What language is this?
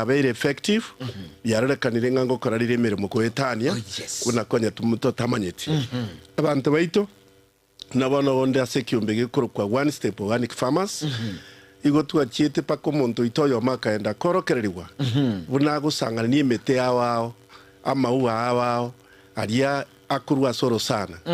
Gusii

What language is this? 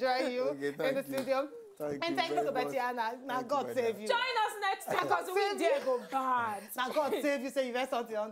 Nigerian Pidgin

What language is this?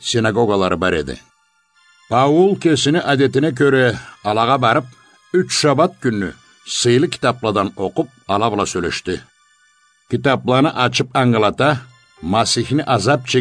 Karachay-Balkar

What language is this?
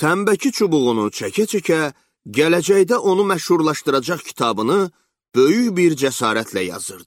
Azerbaijani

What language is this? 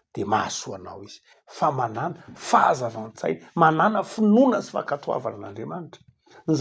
Malagasy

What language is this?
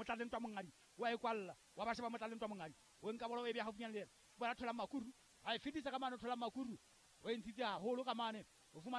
Southern Sotho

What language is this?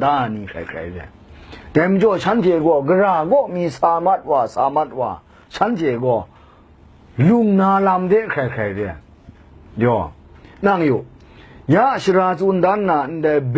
Kachin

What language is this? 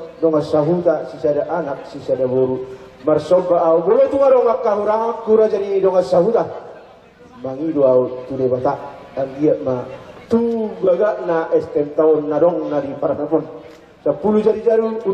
Batak Toba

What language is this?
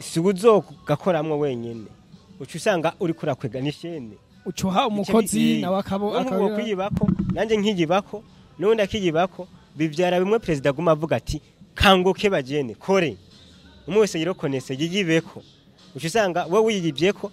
Rundi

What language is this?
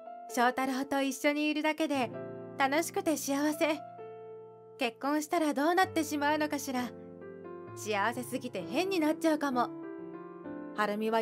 Japanese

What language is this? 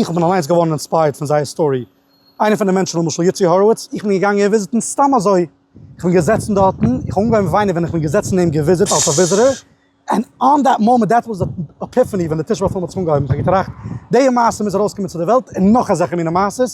Yiddish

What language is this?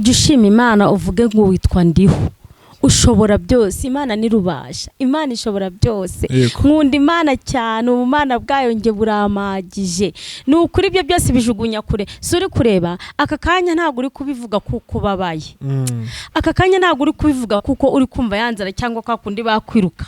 Kinyarwanda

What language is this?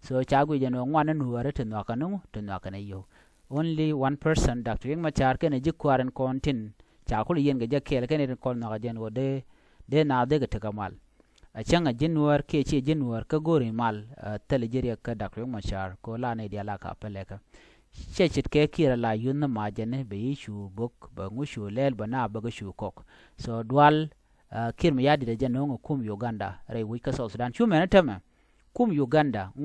Nuer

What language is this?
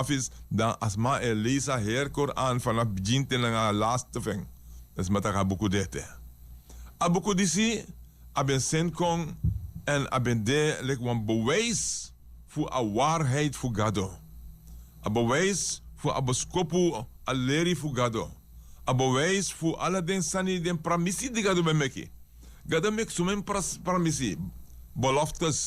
Sranan Tongo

